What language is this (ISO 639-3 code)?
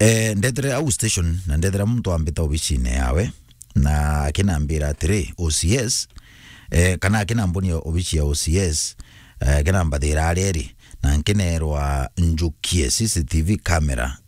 mer